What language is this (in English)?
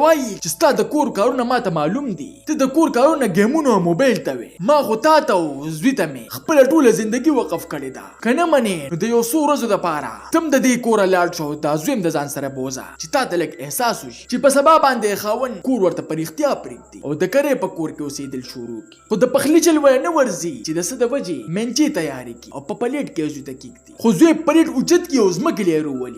Pashto